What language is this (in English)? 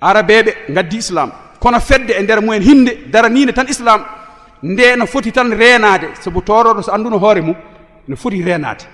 Fula